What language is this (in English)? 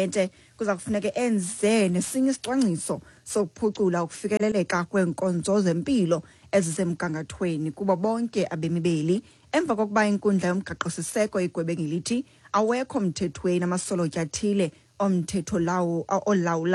Xhosa